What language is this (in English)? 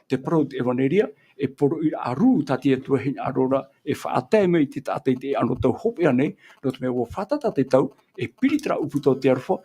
Tahitian